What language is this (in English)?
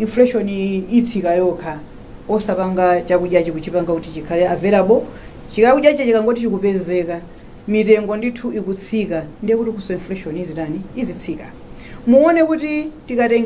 Nyanja